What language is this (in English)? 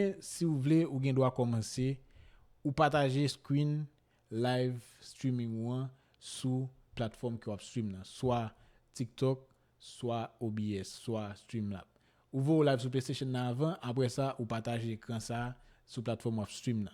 Haitian Creole